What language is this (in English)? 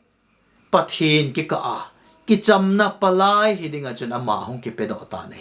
Thado Chin